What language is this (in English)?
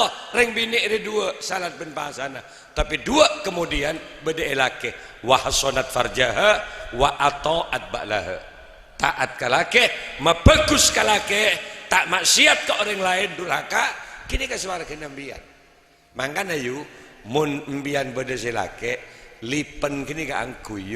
Madurese